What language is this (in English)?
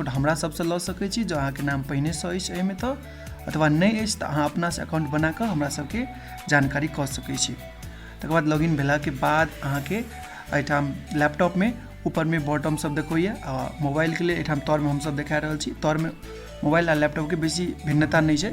Maithili